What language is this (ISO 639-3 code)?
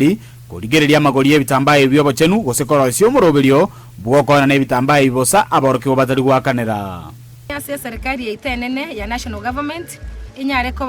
guz